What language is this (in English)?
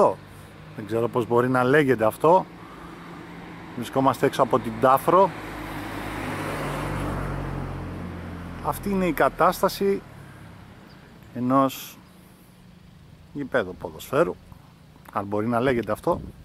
Greek